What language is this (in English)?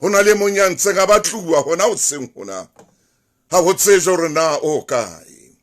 Southern Sotho